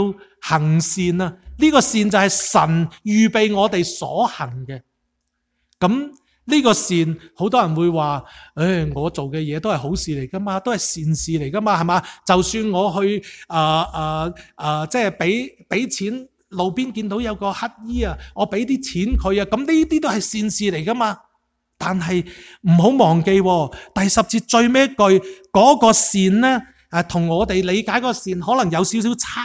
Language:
Cantonese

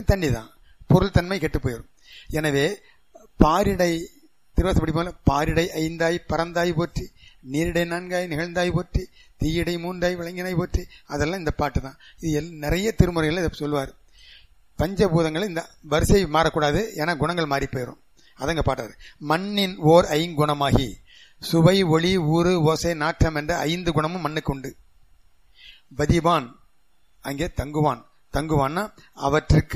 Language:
Tamil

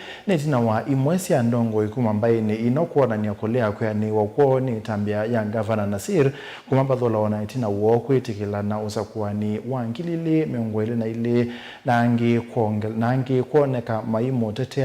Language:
Kamba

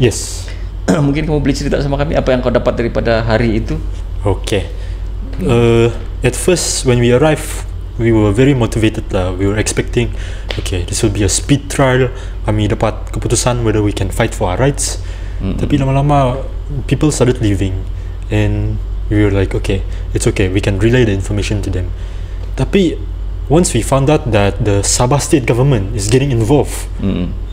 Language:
Malay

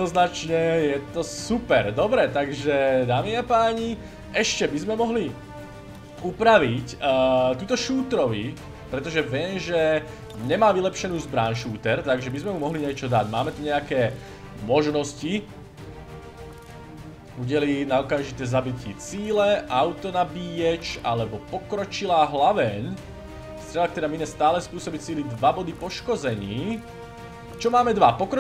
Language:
Slovak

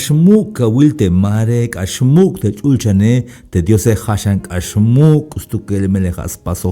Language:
Tzeltal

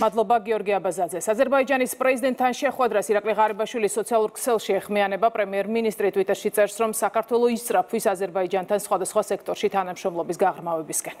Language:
Georgian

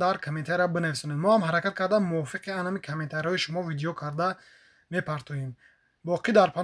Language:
Tajik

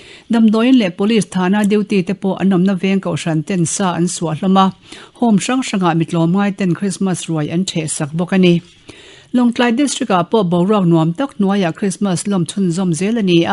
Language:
Mizo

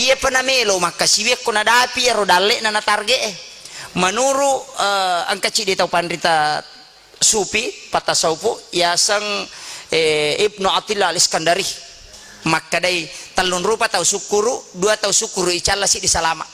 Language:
Buginese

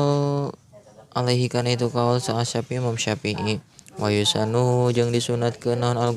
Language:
Sundanese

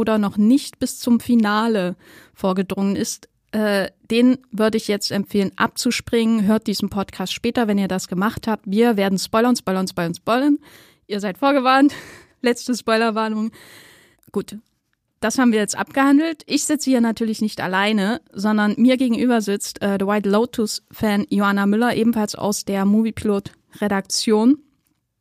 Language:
German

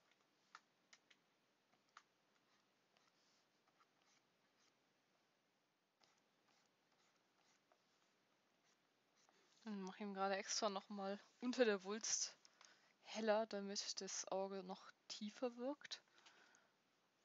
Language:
German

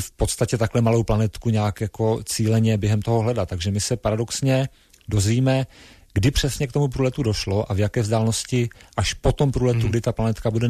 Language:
Czech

